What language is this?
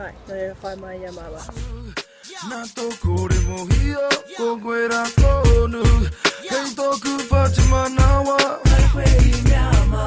Māori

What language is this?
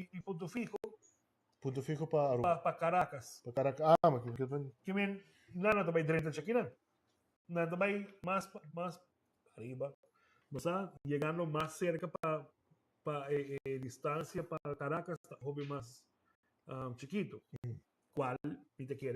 Papiamento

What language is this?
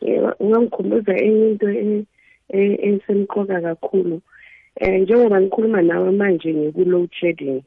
South Ndebele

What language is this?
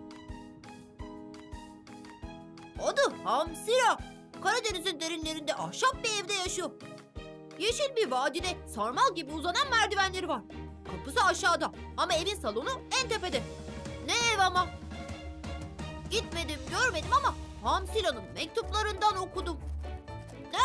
Turkish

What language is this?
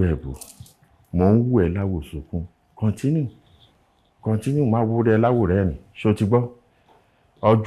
Yoruba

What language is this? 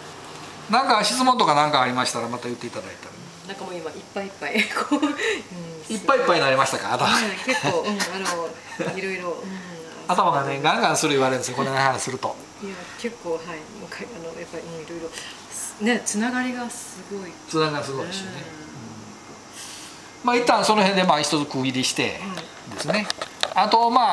Japanese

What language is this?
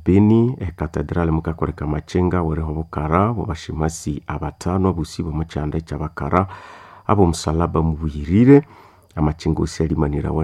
Nande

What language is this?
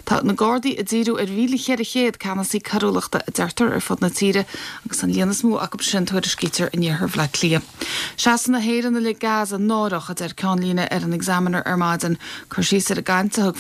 Irish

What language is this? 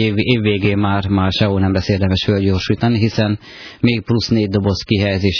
Hungarian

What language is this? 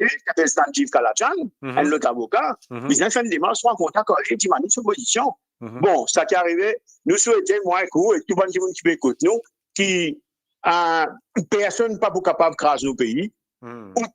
Morisyen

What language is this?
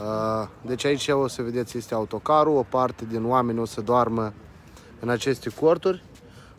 Romanian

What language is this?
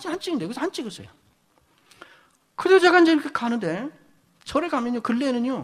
Korean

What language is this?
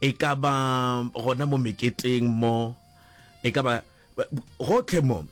Northern Sotho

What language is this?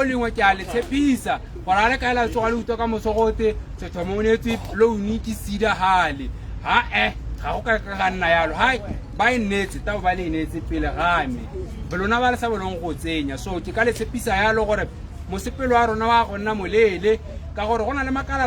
Tswana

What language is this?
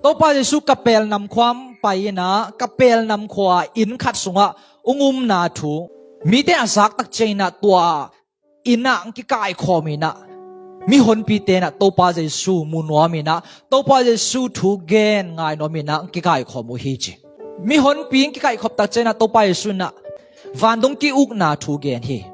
Tedim Chin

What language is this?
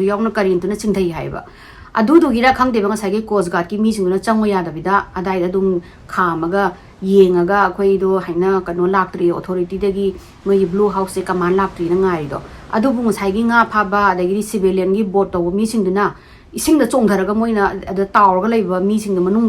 Manipuri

